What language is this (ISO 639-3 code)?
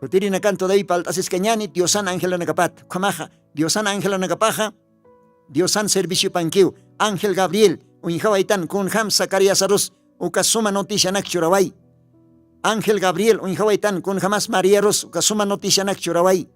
aym